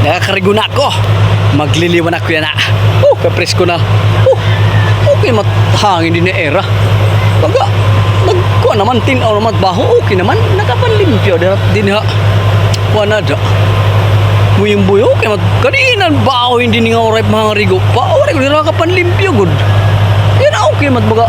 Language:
Waray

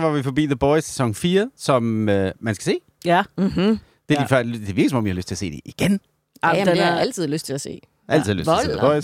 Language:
Danish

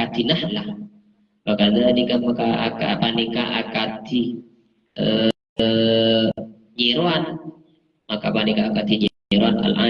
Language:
Madurese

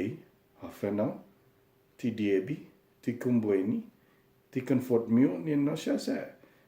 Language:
Chamorro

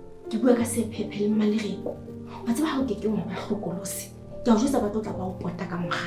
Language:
Southern Sotho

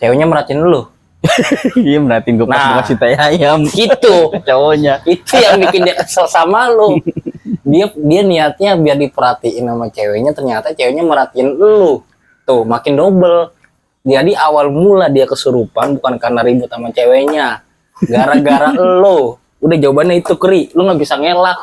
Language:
Betawi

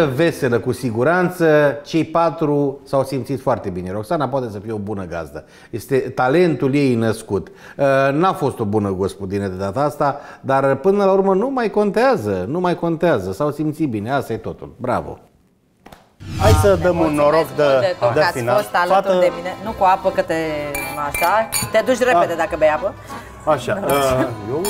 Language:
Romanian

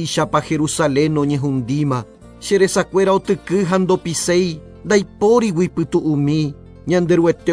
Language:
Guarani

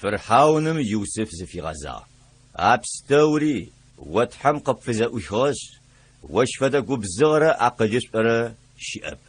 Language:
Adyghe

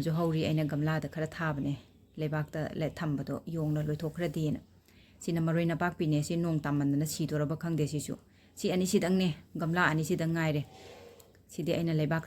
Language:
Manipuri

